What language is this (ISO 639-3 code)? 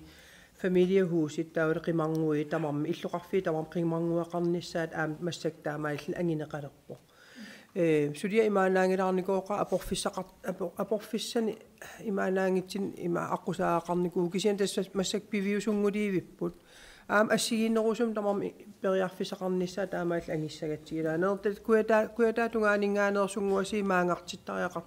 kal